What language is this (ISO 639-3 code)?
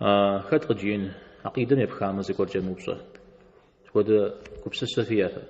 kbd